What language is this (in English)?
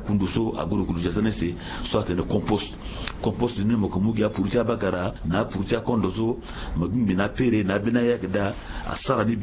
Sango